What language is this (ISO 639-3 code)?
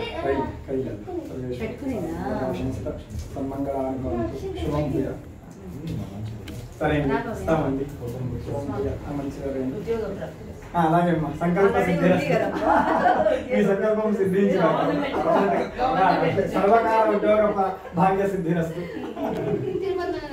tel